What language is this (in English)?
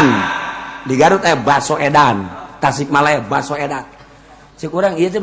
Sundanese